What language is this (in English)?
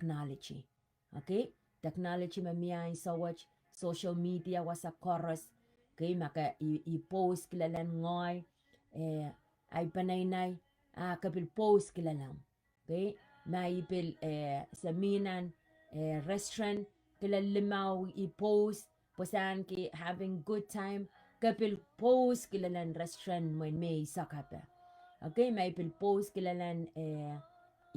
Pohnpeian